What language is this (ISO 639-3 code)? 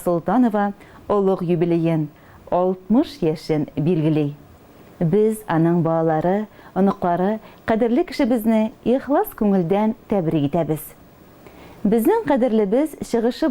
tat